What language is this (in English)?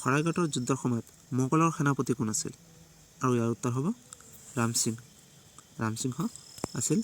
Assamese